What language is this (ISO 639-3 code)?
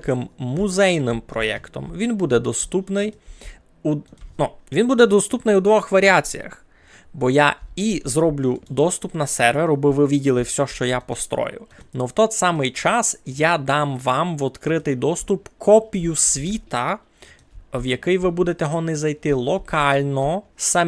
rue